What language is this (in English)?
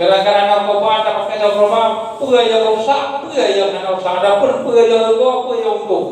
Achinese